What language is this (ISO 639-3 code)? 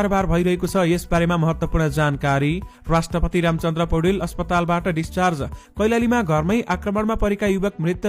nep